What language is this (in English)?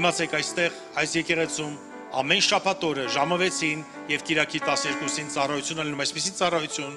Armenian